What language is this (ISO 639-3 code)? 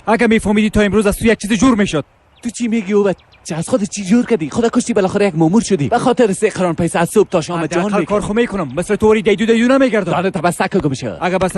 fas